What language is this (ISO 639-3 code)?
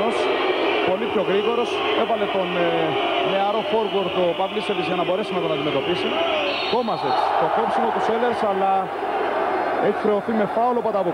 ell